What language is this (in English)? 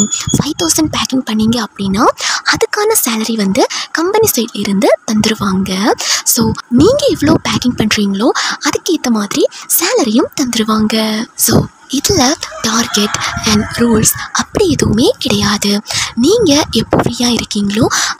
Tamil